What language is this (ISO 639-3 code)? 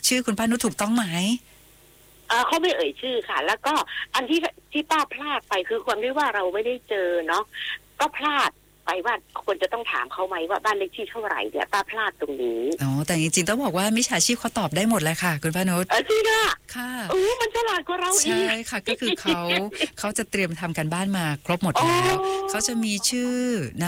tha